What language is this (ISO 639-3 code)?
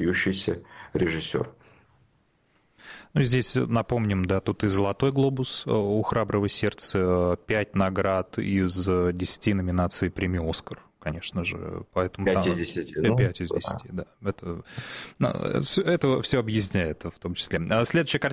rus